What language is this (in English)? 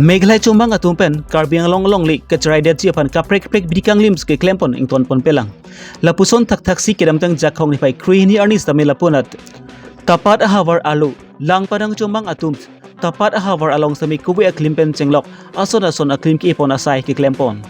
Karbi